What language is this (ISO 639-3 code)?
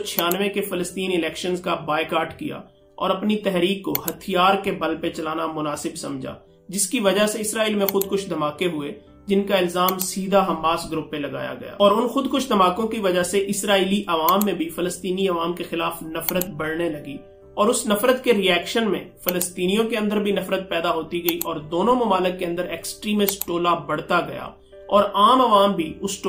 urd